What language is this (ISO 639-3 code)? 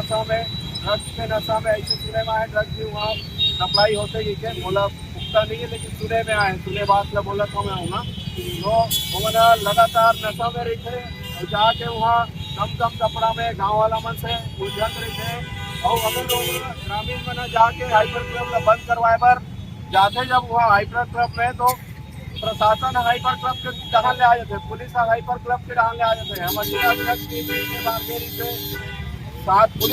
hne